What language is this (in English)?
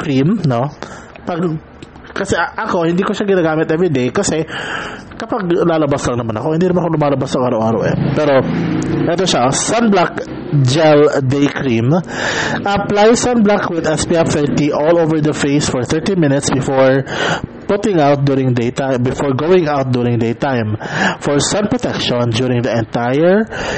Filipino